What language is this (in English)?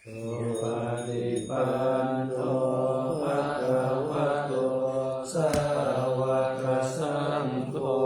Pali